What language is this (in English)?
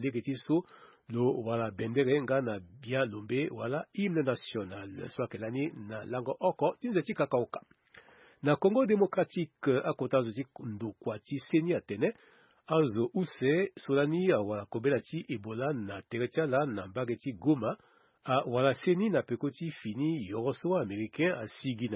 Sango